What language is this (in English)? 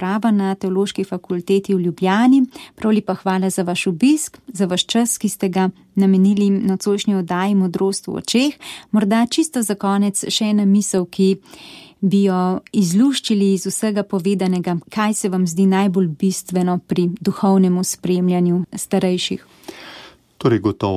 Slovenian